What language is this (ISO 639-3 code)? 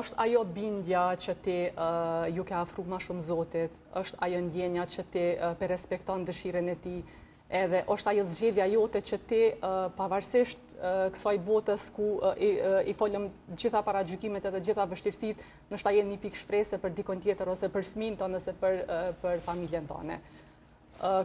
sqi